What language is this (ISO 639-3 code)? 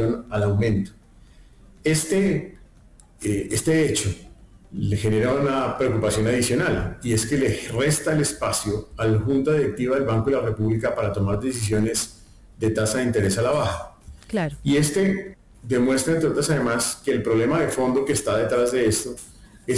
spa